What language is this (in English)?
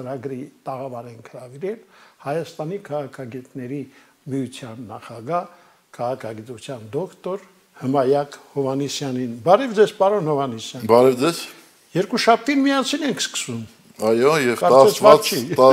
Armenian